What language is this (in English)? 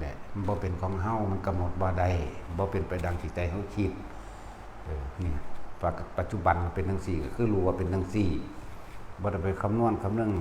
Northeastern Thai